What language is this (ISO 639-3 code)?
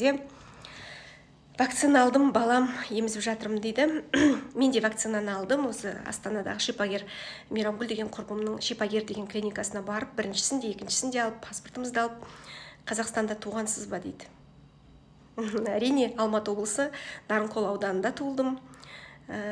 kaz